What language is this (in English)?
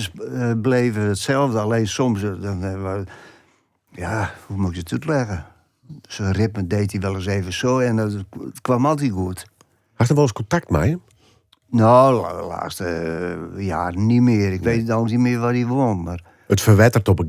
Western Frisian